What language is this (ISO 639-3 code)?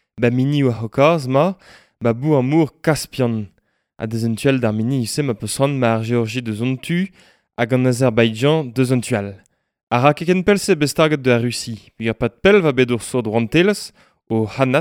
bre